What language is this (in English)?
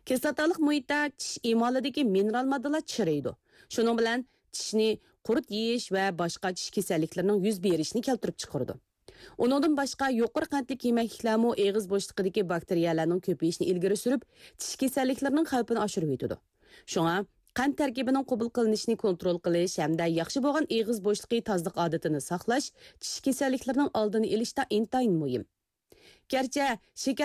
Uyghur